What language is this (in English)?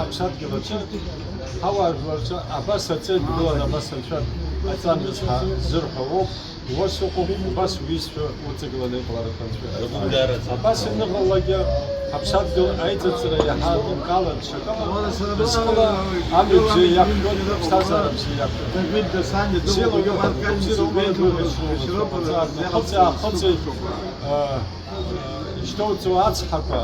Abkhazian